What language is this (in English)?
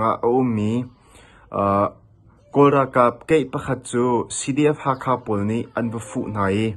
Hakha Chin